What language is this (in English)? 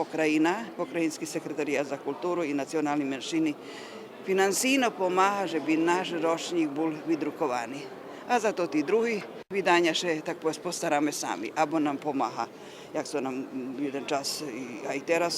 Rusyn